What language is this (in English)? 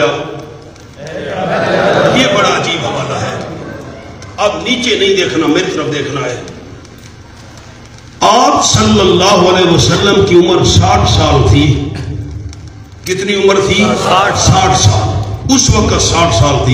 Urdu